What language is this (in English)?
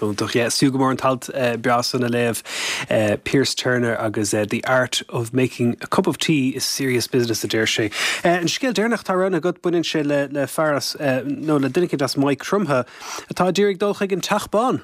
Irish